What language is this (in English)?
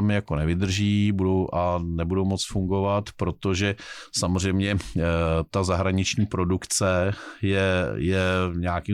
Czech